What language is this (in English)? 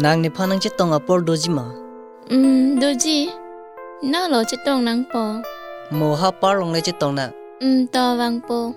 Karbi